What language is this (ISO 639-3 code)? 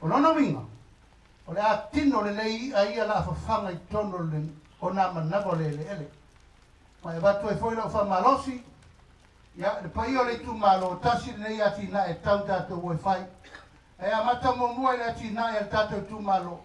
smo